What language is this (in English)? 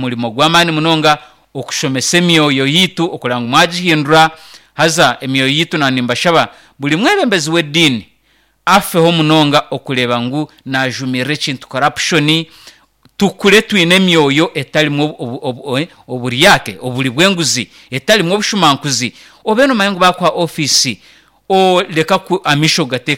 Nyankole